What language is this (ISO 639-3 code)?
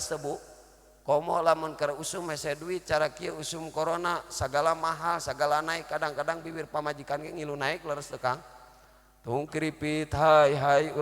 sun